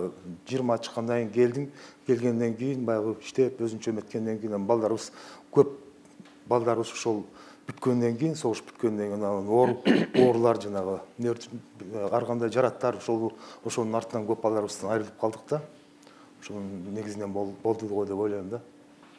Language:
Kyrgyz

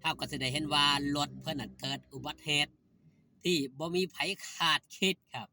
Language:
Northeastern Thai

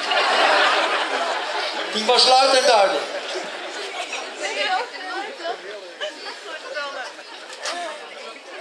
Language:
Dutch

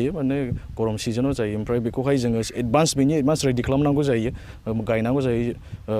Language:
Bodo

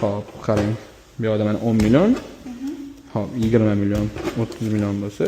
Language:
Uzbek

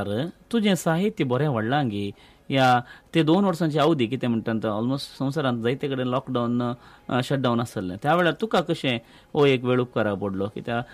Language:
Konkani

